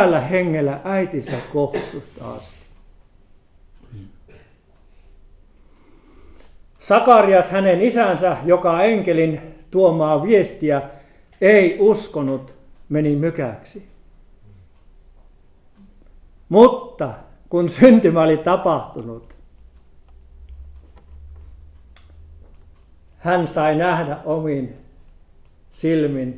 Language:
Finnish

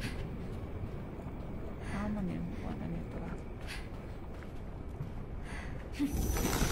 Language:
Filipino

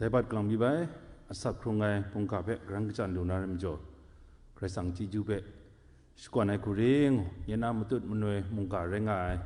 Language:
Kachin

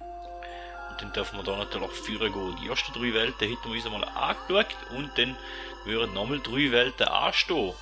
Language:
Swiss German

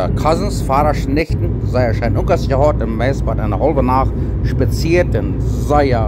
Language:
Plautdietsch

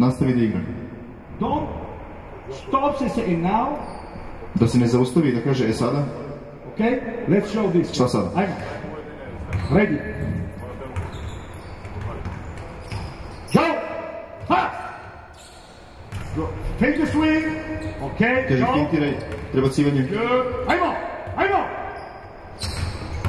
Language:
Serbian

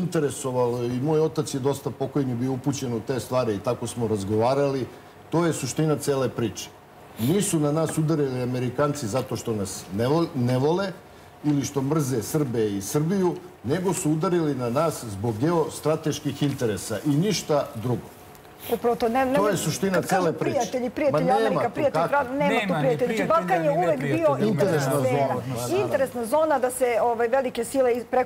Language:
Serbian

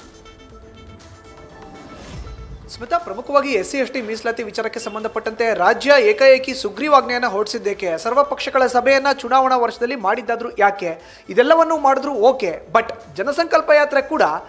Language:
Kannada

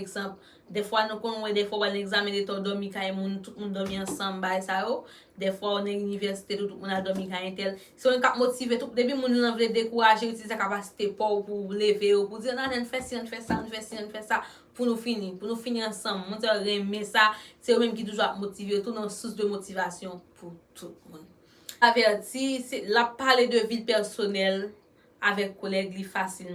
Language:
Haitian Creole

